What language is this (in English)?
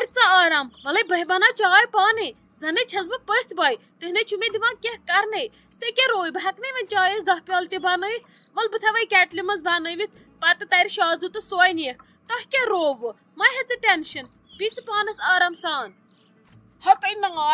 Kashmiri